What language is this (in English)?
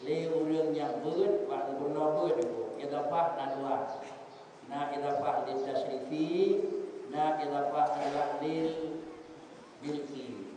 Achinese